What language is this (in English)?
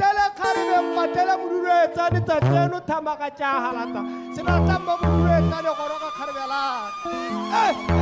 Tswana